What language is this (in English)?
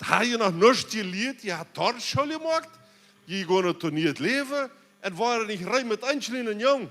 Plautdietsch